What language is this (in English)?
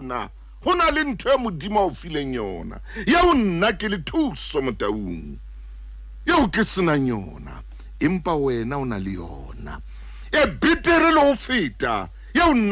Southern Sotho